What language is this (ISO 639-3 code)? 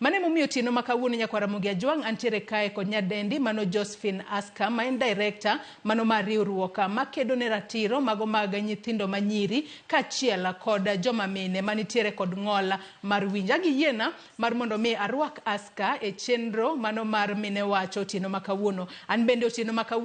luo